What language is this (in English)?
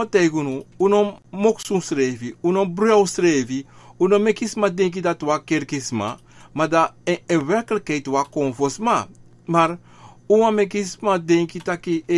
Sranan Tongo